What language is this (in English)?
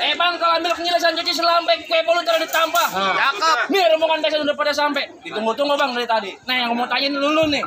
Betawi